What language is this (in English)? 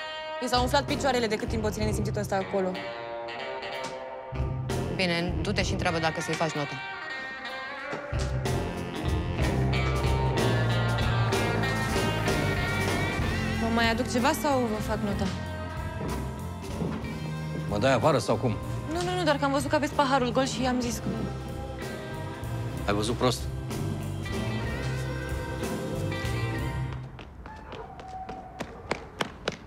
Romanian